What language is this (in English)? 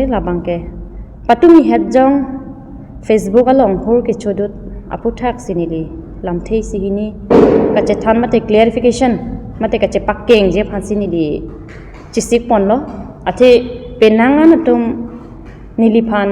Karbi